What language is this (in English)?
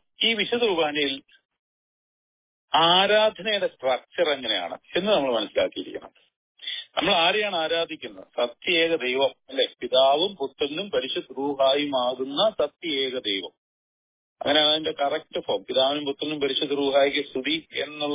Malayalam